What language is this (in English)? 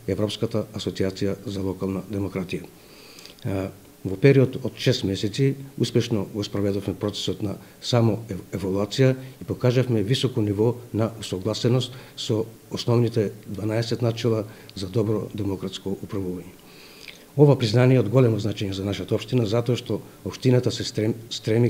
Macedonian